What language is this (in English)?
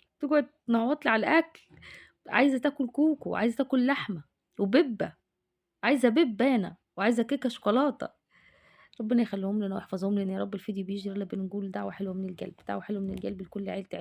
Egyptian Arabic